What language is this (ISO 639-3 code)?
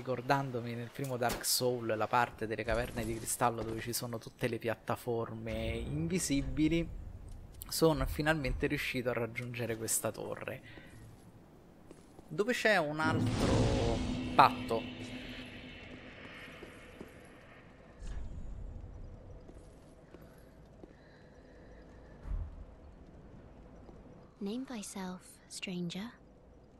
ita